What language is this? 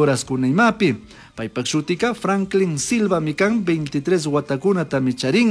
Chimborazo Highland Quichua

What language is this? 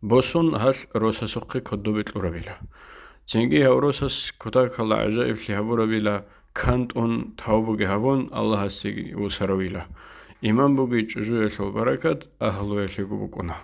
Avaric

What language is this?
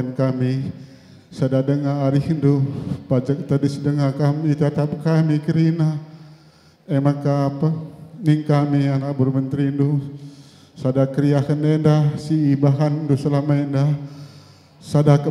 Batak Karo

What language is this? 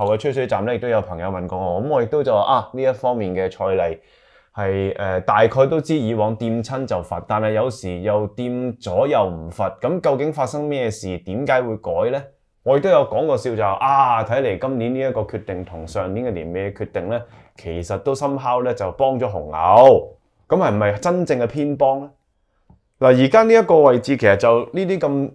Cantonese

